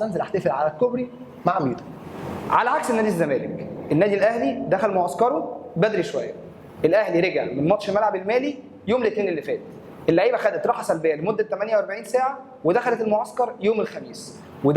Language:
Egyptian Arabic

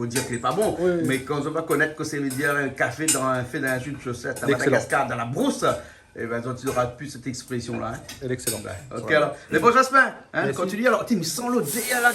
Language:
Réunion Creole French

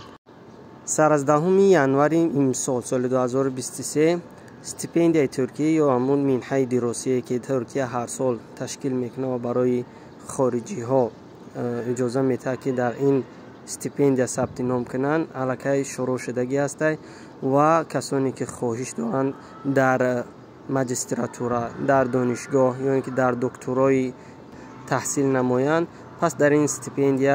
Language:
Tajik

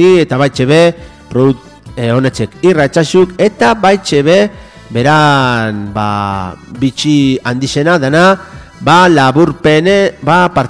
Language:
Basque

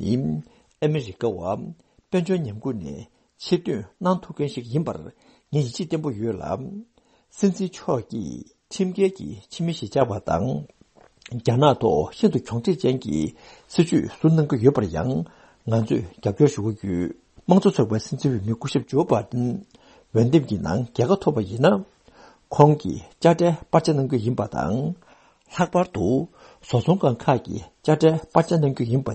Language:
Tibetan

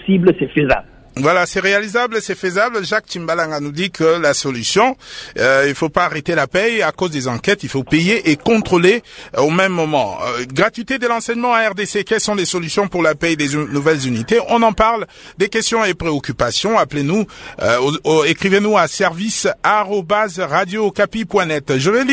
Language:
French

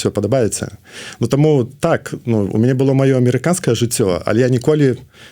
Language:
Belarusian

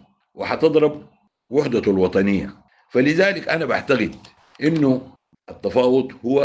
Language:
Sudanese Arabic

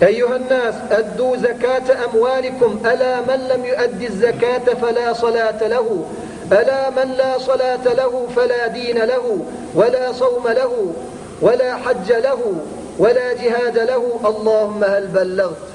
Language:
Turkmen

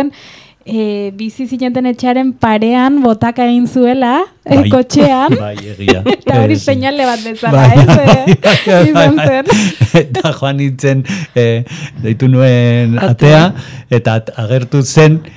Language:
Basque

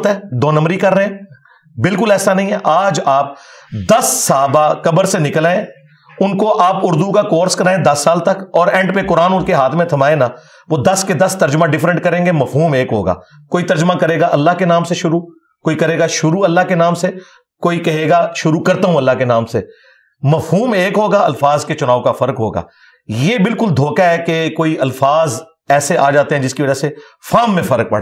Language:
Urdu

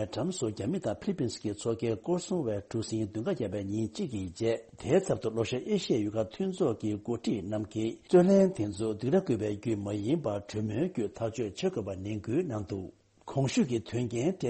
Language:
Tibetan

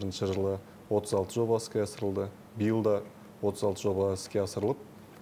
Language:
Kazakh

